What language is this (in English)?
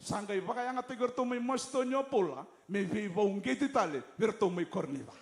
Fijian